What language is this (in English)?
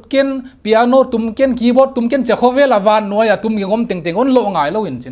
Paite Chin